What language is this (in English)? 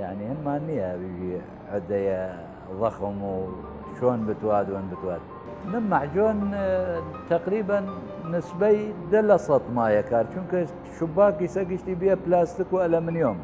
Southern Kurdish